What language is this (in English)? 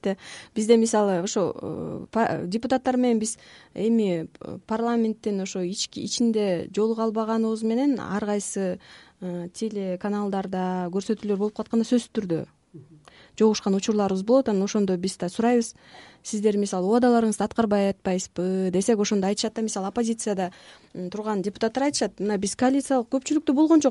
Kyrgyz